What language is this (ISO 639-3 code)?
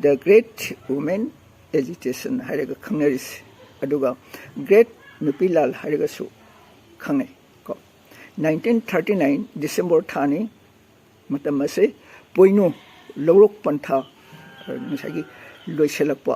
mni